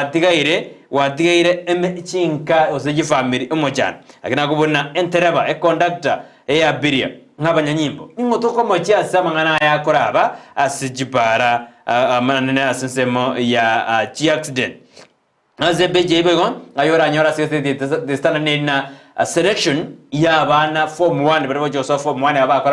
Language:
Gusii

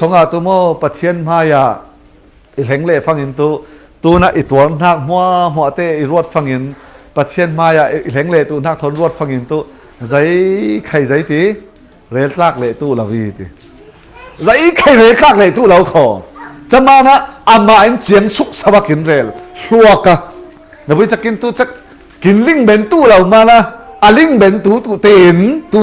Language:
Falam Chin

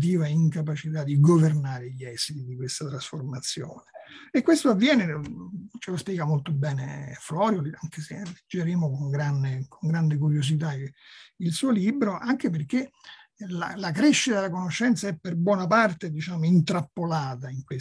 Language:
Italian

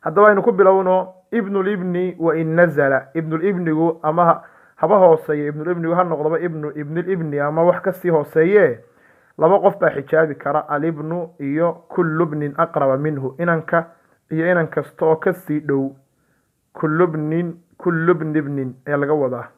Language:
Somali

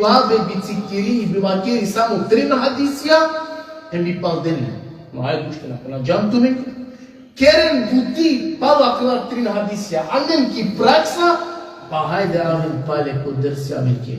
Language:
Balkan Romani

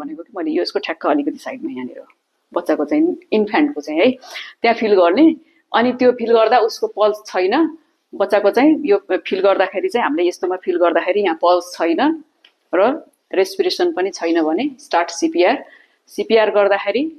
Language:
Nepali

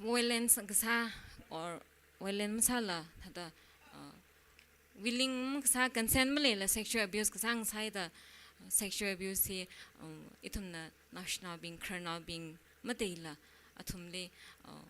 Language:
Tangkhul Naga (India)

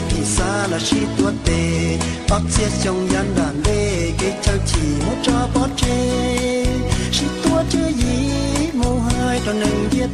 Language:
Hmong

